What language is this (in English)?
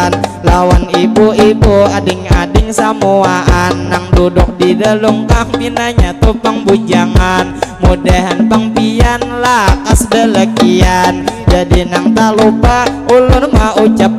Banjar